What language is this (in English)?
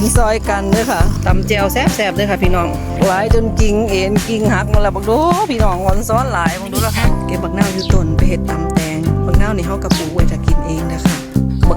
Northeastern Thai